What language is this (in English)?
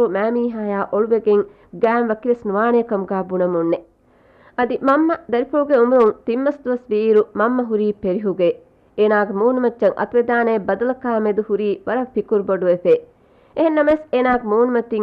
Divehi